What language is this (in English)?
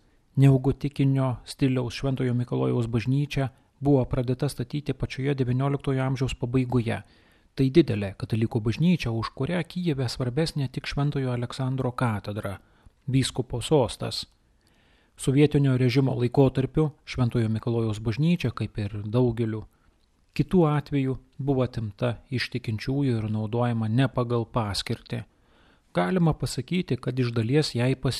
Lithuanian